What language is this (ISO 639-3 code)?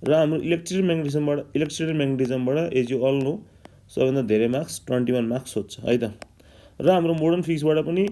nep